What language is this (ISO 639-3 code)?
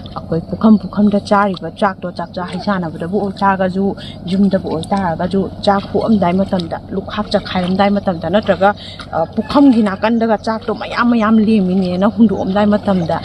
mni